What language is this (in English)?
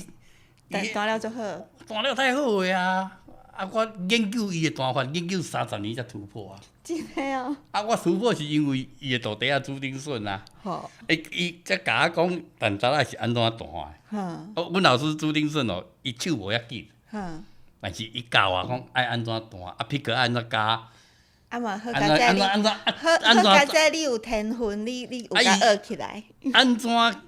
Min Nan Chinese